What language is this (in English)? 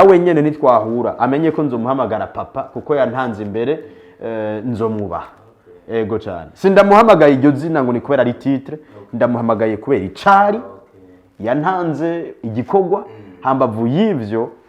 Rundi